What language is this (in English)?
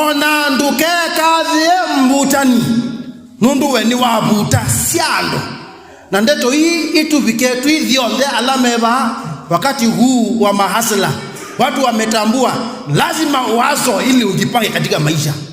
Kamba